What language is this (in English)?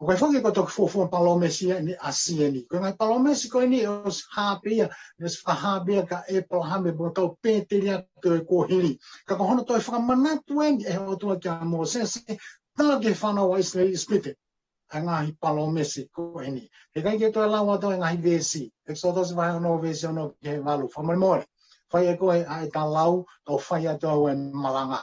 Tongan